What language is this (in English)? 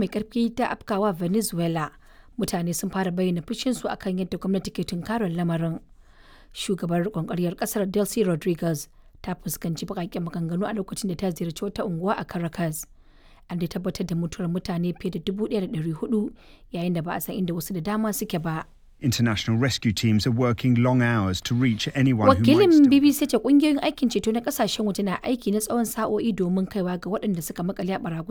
Hausa